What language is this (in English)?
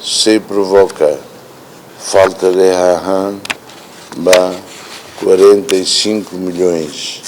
Tetum